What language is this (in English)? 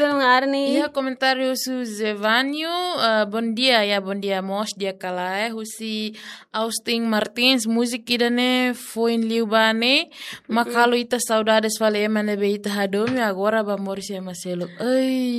Tetum